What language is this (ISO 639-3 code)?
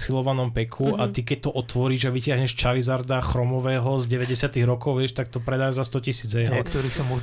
slk